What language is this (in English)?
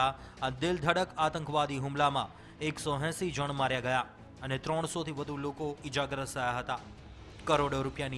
Gujarati